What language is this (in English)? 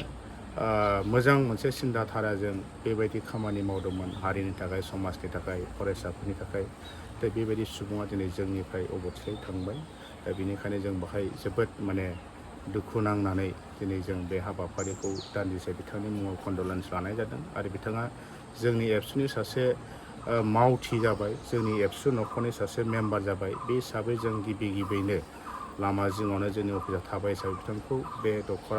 Bodo